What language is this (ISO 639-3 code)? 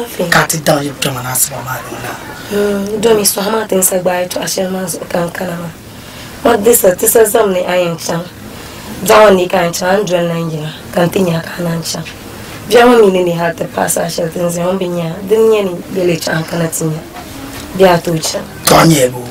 dag